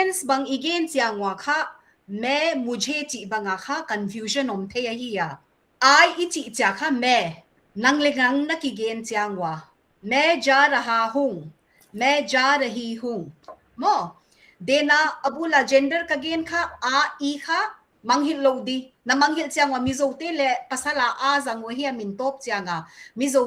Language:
Paite Chin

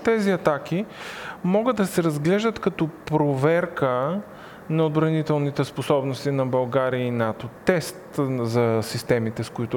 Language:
Bulgarian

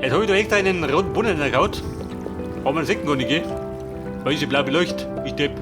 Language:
Bavarian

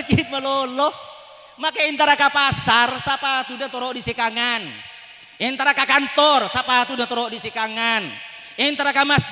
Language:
Madurese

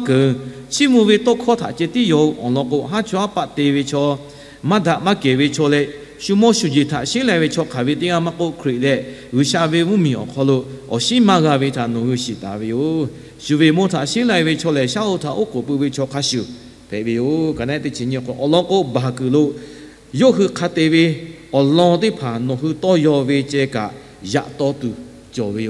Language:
Lahu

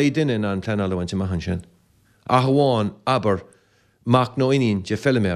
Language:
Irish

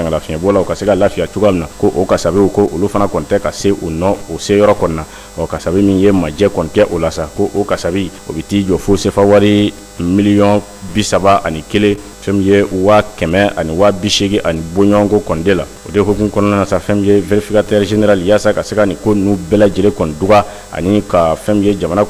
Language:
Bambara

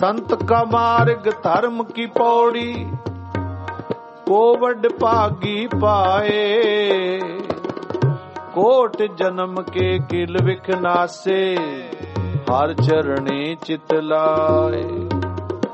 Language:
Punjabi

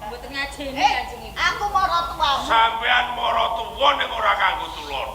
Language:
Javanese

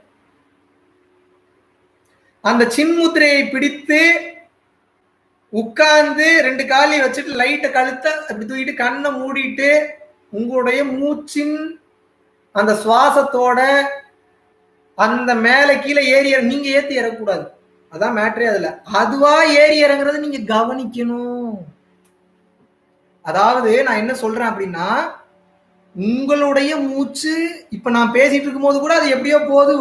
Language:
Tamil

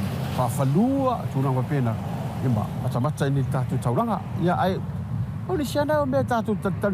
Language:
Samoan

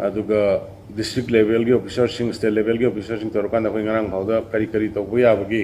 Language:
Manipuri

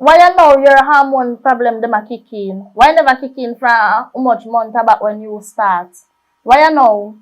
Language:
Jamaican Creole English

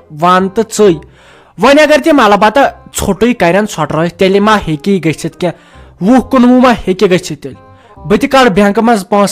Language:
Kashmiri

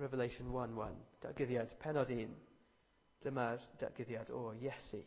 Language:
Welsh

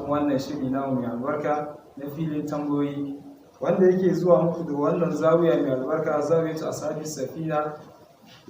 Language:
Hausa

